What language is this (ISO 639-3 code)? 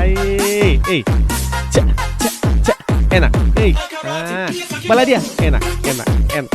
abs